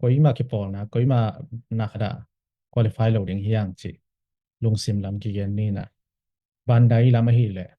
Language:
Tedim Chin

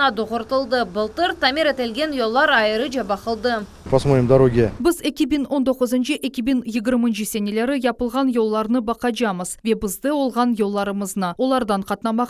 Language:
Crimean Tatar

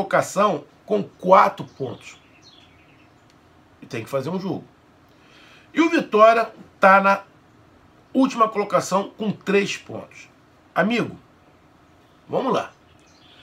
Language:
Portuguese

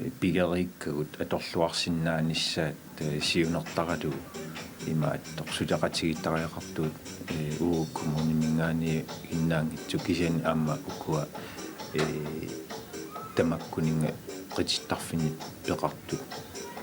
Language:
Kalaallisut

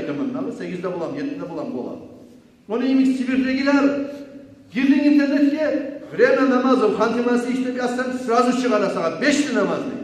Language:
Kumyk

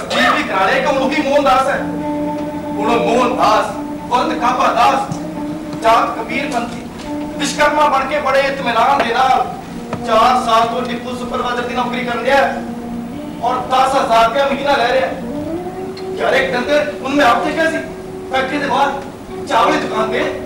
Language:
Punjabi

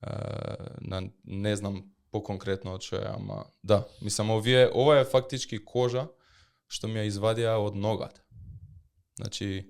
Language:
Macedonian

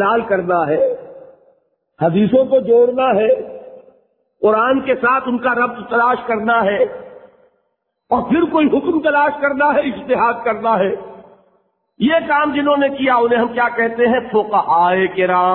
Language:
Urdu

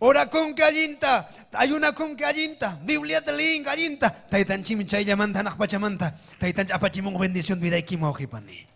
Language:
Ayacucho Quechua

